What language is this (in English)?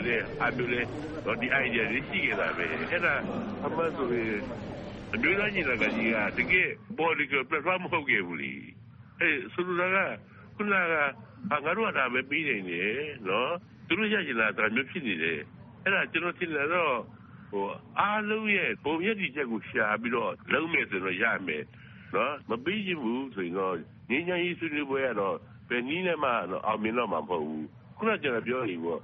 Burmese